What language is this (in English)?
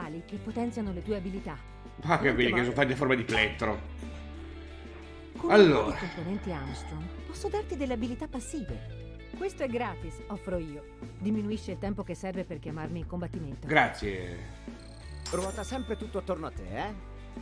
Italian